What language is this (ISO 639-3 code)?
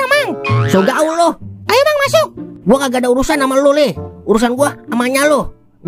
bew